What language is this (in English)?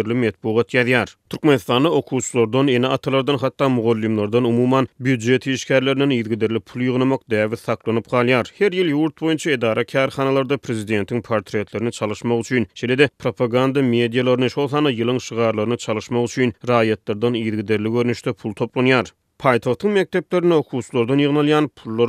Turkmen